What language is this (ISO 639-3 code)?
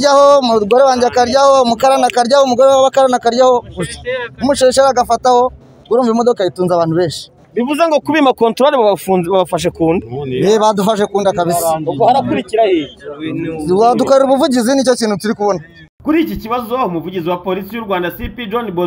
kin